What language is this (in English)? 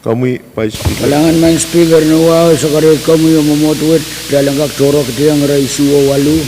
Pohnpeian